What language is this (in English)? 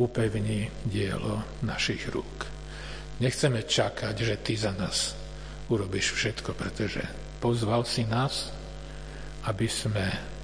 Slovak